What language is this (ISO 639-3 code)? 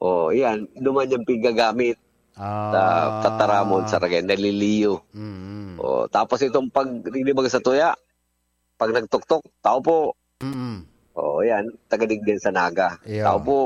bik